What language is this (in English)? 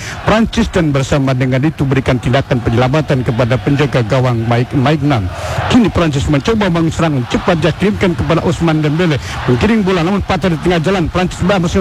Indonesian